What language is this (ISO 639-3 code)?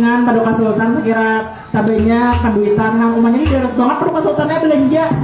bjn